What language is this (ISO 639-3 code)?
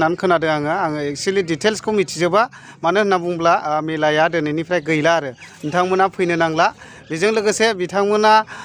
brx